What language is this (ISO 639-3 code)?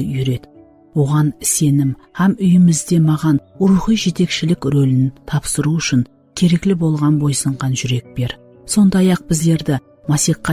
kaa